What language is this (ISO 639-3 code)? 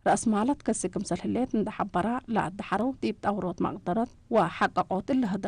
tig